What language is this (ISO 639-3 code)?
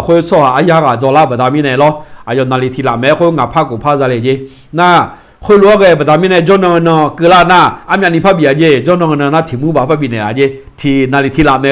ahk